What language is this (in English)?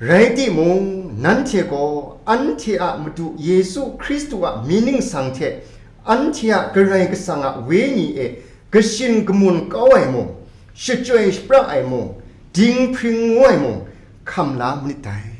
Kachin